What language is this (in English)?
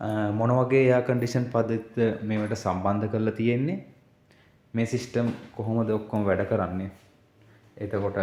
Sinhala